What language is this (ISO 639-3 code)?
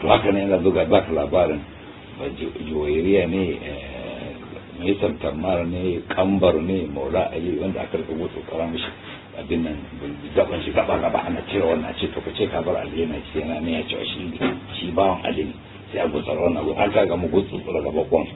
hau